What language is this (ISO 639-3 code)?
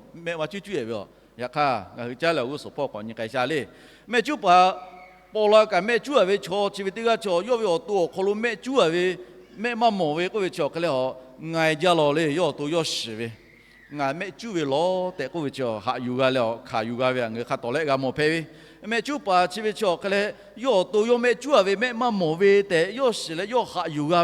lhu